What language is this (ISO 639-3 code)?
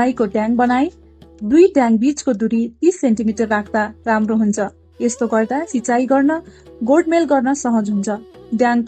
nep